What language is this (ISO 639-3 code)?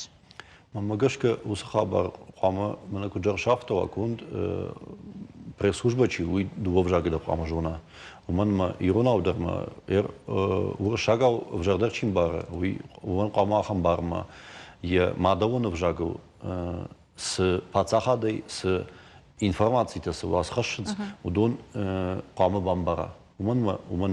oss